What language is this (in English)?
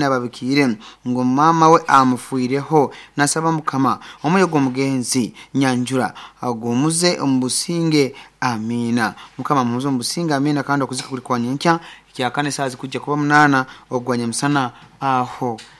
Nyankole